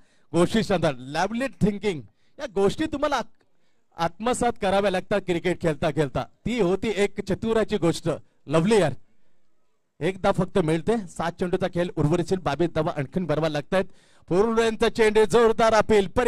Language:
Marathi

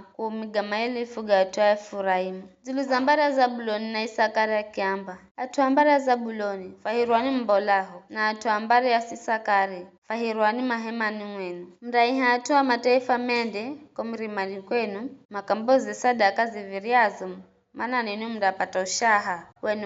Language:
Giryama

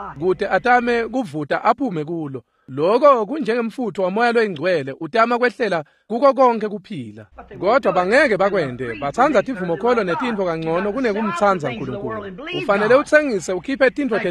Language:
Swati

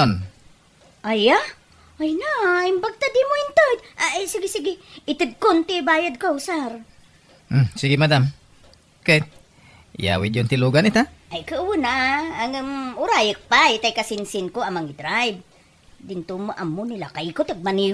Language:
Iloko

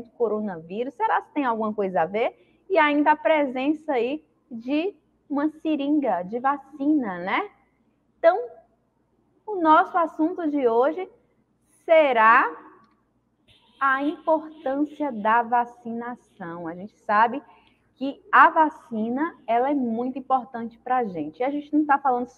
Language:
Portuguese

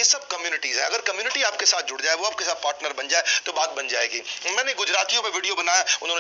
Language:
Hindi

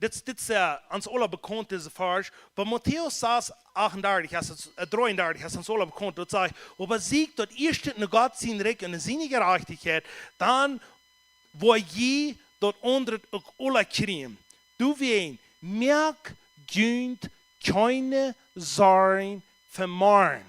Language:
Plautdietsch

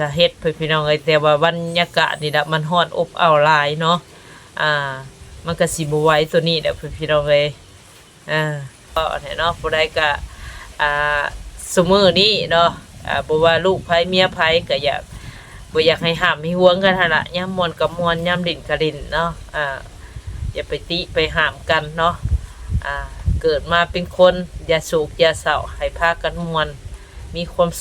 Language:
Northeastern Thai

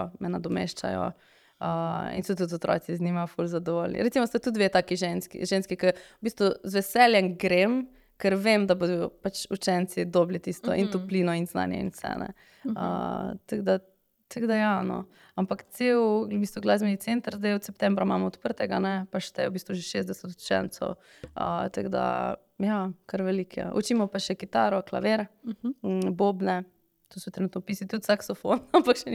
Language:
Slovenian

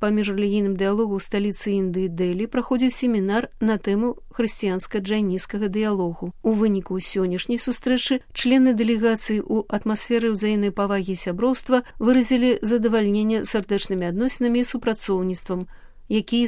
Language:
Belarusian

